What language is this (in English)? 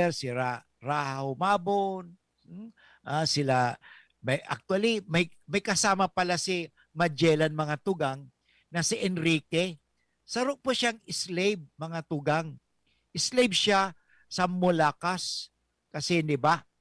Bikol